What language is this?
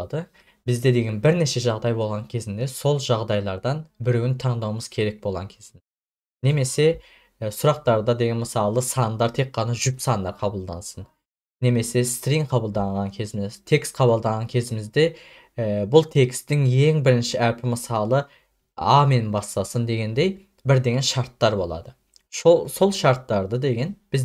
Kazakh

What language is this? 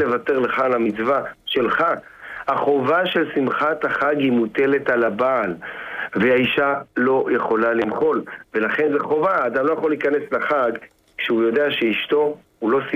Hebrew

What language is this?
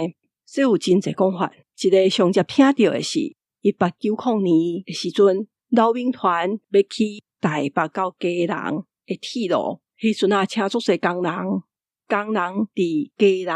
Min Nan Chinese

